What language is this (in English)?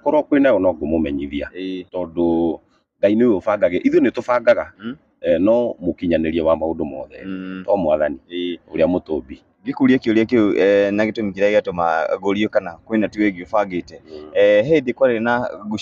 Kikuyu